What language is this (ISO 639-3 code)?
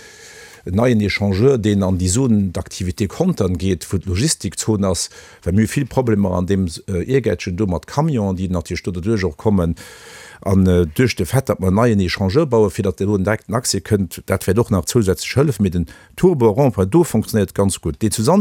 ltz